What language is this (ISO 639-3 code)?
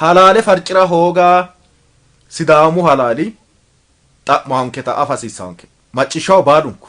sid